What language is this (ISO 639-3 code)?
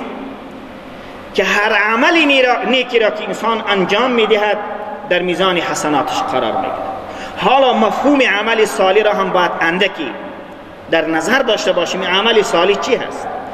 fas